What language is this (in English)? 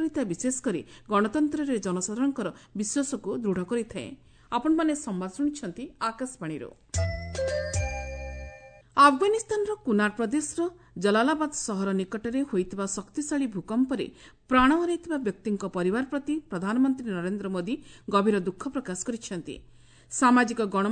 Odia